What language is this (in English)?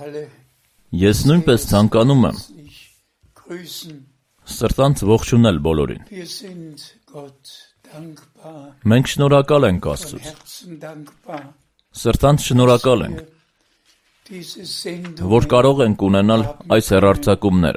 Armenian